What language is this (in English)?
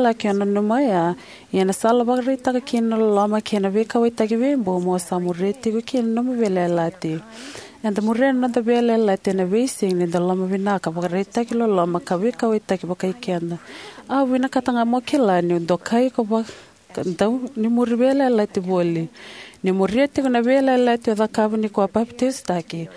Fijian